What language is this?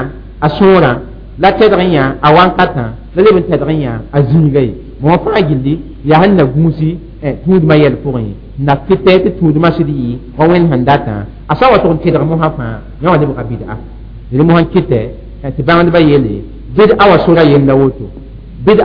Mossi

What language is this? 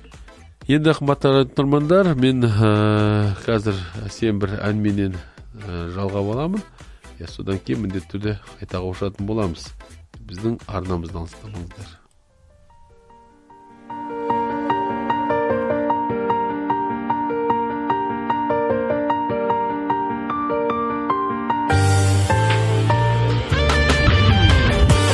Kazakh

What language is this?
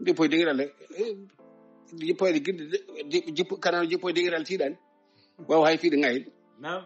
Fula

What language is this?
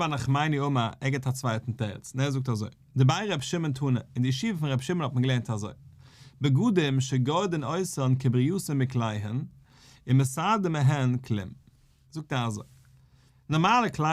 Yiddish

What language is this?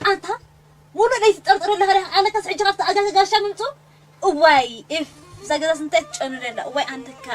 Tigrinya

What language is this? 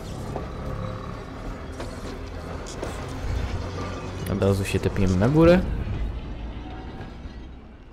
Polish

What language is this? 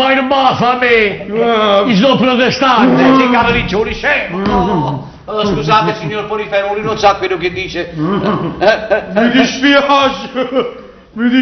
Neapolitan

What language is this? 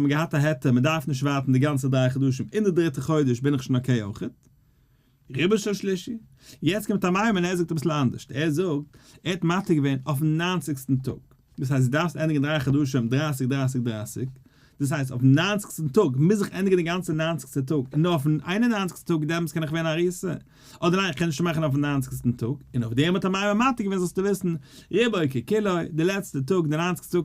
Yiddish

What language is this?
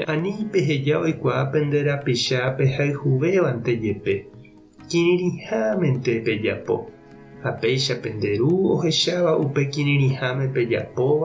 Guarani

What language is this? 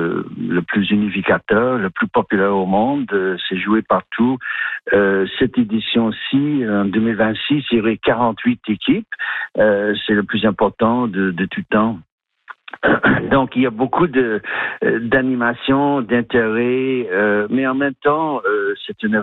French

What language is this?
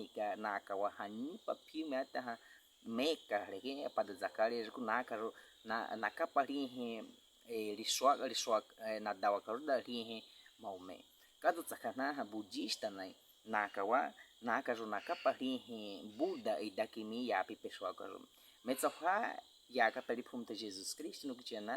Baniwa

